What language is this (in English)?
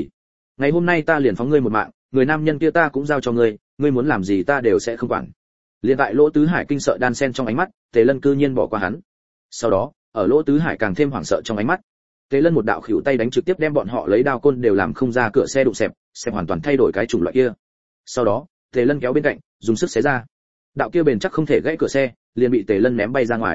Vietnamese